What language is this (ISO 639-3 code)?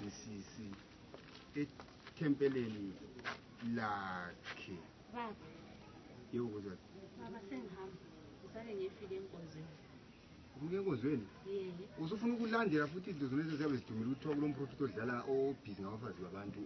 nde